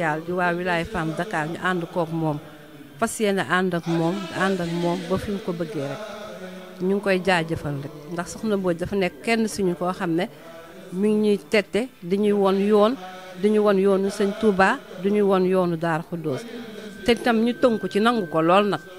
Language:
Wolof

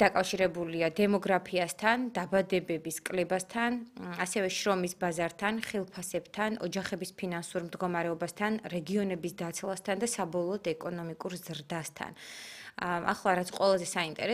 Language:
Georgian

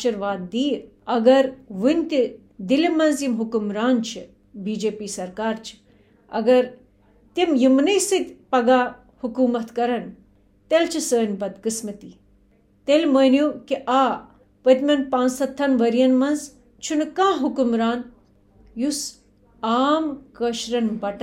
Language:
Kashmiri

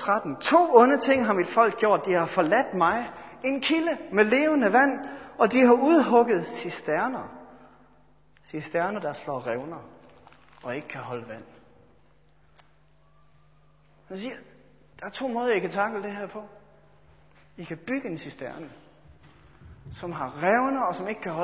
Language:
Danish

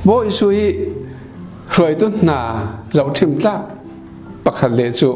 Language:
Falam Chin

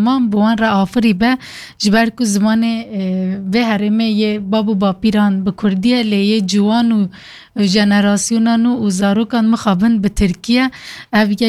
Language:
Kurdish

